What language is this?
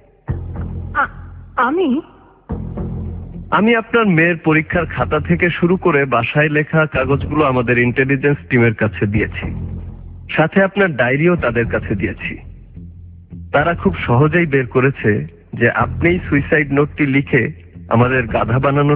Bangla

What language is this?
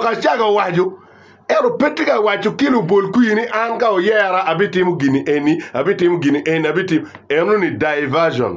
Acoli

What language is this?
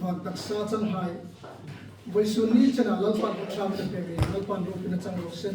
Hmar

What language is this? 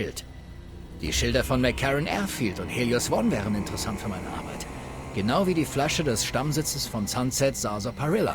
Bavarian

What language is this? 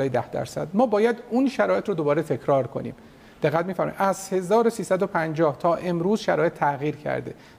Persian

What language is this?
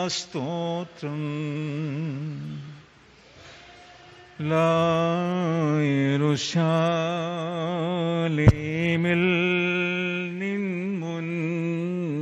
Malayalam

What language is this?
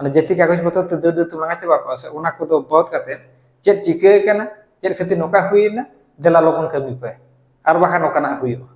Santali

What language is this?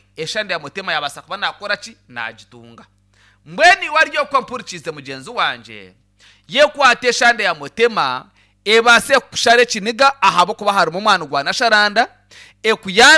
Nyankole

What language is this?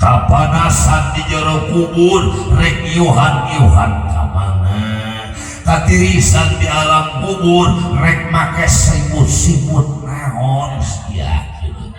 Sundanese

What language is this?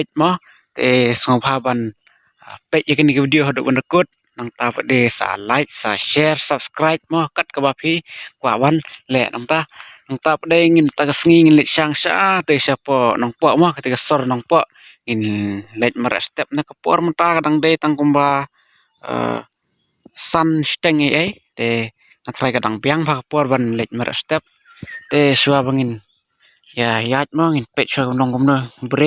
Khasi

